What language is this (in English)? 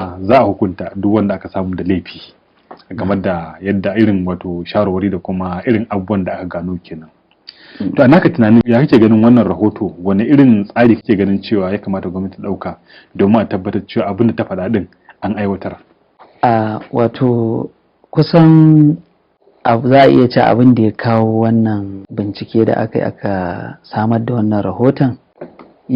Hausa